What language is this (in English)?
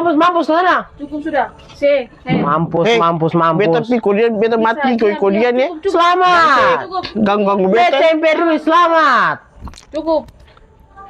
Ambonese Malay